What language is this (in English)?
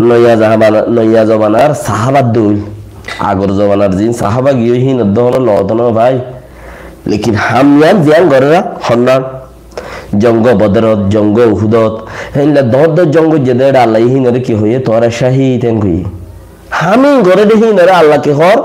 Rohingya